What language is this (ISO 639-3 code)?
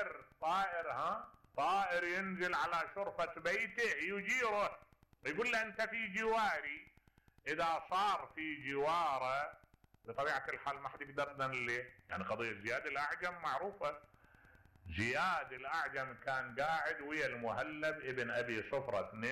acm